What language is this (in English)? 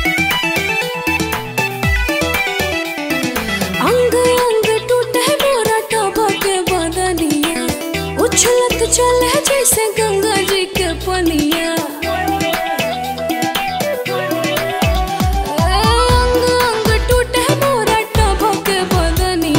Bhojpuri